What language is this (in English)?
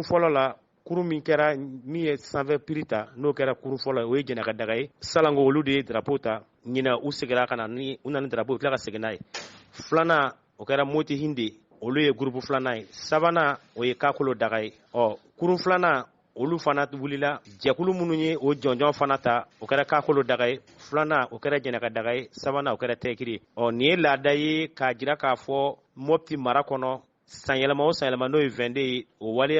Bambara